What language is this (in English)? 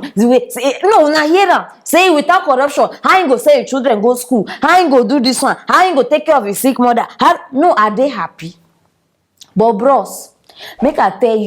Nigerian Pidgin